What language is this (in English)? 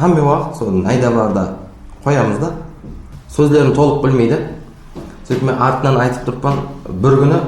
Kara-Kalpak